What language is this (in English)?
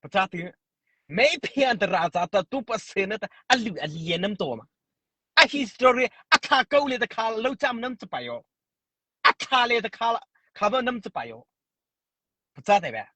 Mara Chin